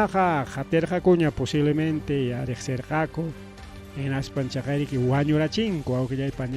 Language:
Ayacucho Quechua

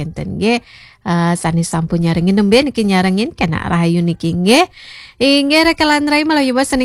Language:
Balinese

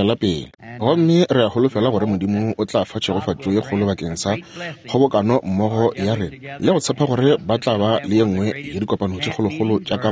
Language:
Northern Sotho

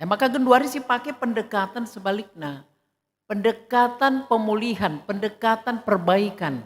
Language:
Batak Karo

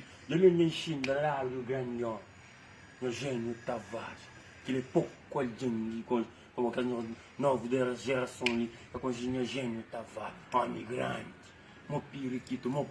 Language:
Kabuverdianu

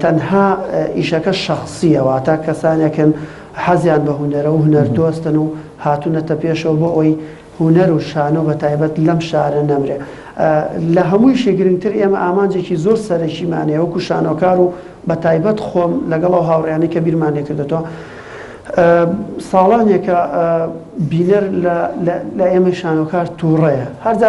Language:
Central Kurdish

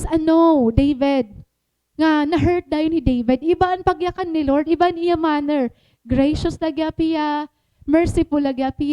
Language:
Waray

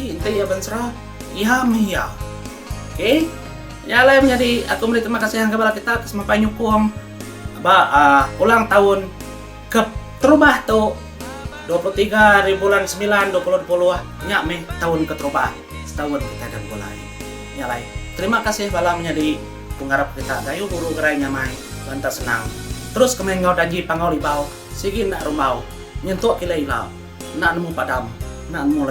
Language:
Iban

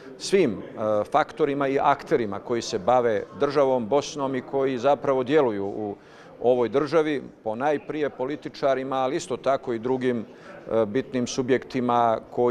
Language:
Bosnian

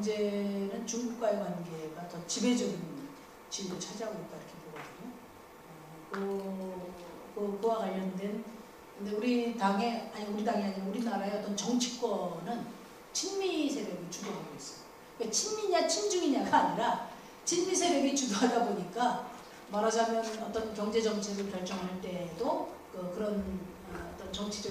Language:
Korean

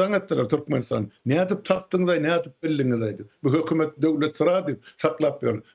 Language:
Turkmen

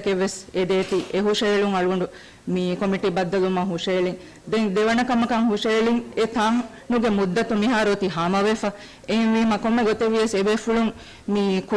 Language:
Divehi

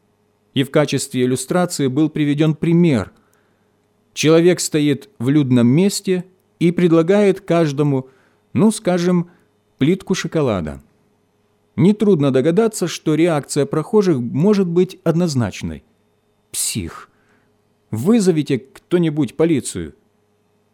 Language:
Russian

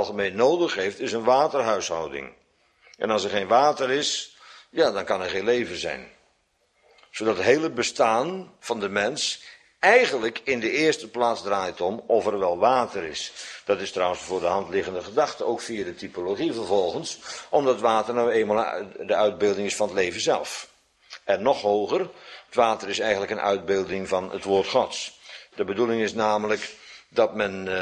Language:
Dutch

